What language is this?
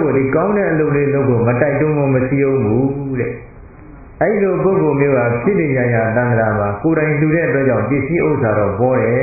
Burmese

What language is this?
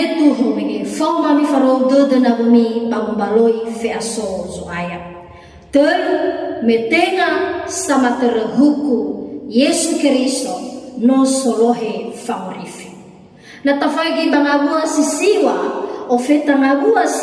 Nias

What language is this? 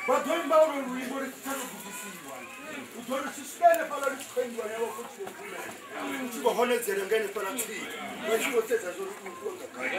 Venda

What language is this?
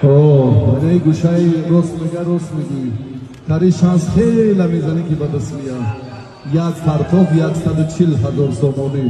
Tajik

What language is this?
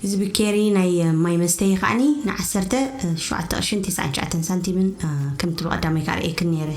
Tigrinya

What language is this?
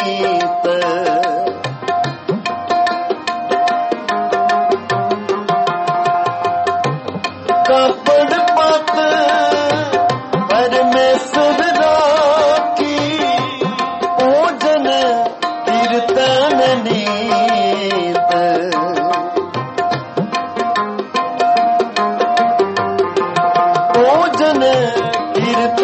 Hindi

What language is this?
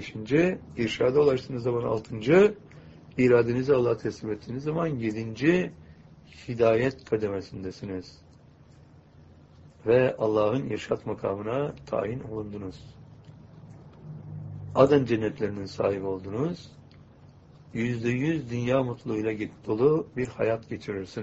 Turkish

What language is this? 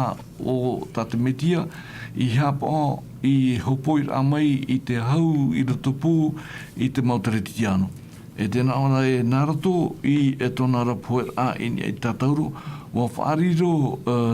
Tahitian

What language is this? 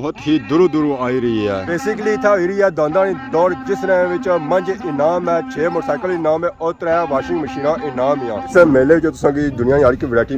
Pahari-Potwari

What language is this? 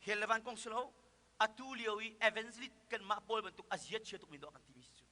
Hakha Chin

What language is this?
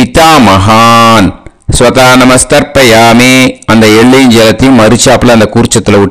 Tamil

